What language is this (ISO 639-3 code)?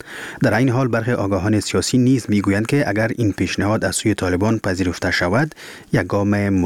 fas